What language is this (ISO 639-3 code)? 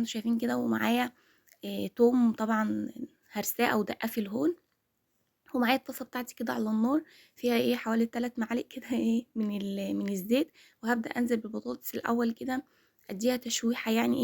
arz